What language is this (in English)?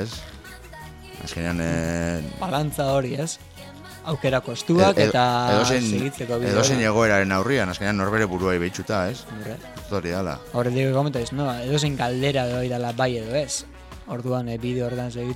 Basque